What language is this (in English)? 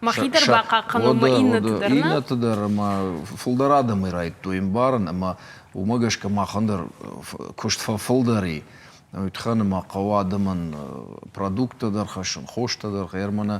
Ossetic